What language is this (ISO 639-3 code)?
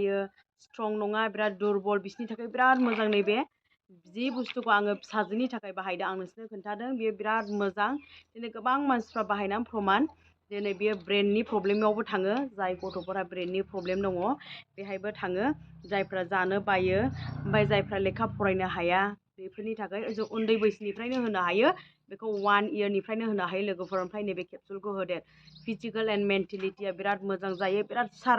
brx